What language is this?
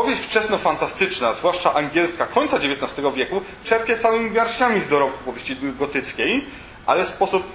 Polish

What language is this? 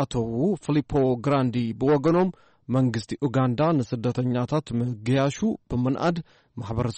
Tigrinya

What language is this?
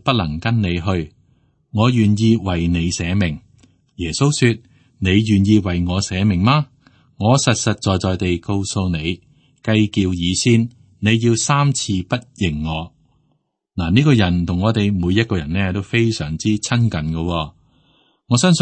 Cantonese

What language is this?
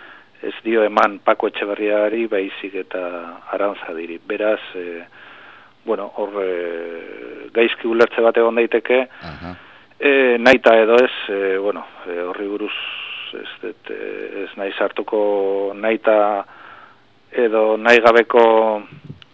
Basque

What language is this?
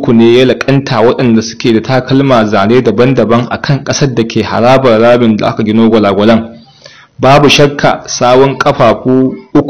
Hausa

